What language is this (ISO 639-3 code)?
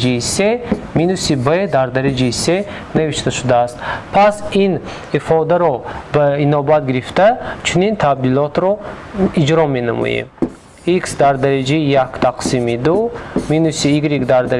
tgk